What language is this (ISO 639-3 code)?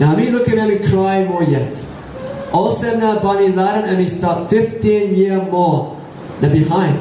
tpi